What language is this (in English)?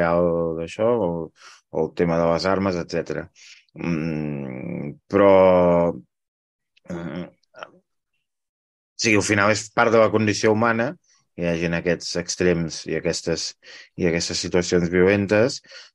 Catalan